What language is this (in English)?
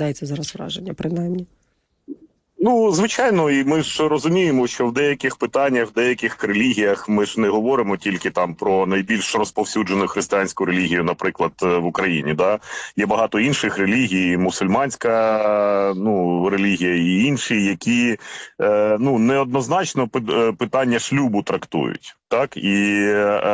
Ukrainian